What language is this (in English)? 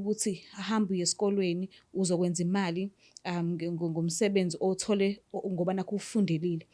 Zulu